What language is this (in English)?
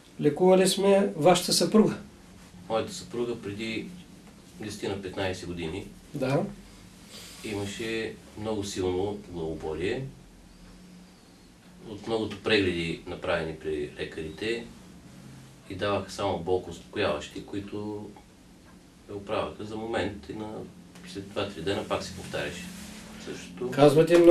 Bulgarian